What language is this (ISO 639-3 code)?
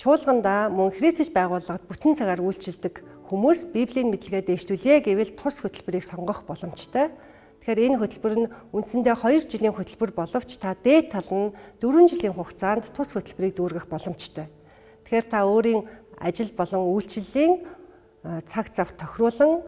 mon